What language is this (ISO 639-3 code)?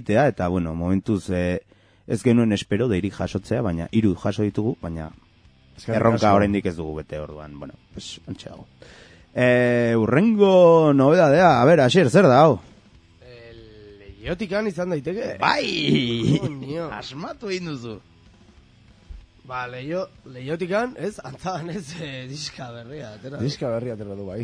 eus